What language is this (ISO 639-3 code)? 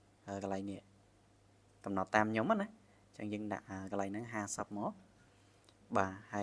khm